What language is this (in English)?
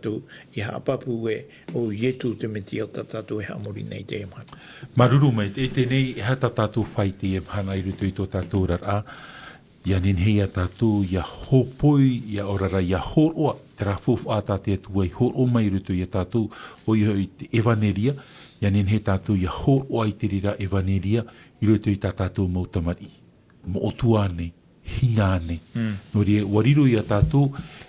Tahitian